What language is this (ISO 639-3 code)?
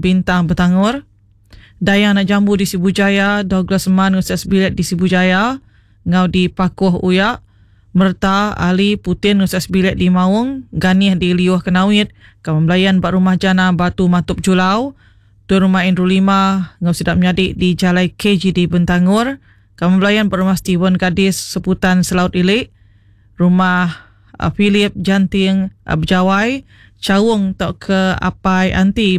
iba